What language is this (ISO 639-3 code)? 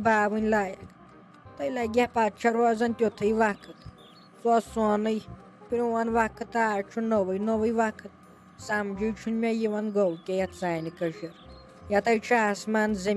kas